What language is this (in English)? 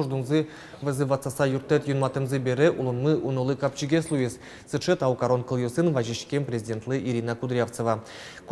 Udmurt